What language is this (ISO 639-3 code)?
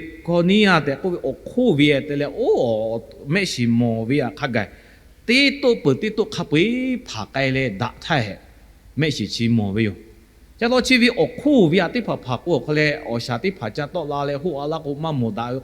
lhu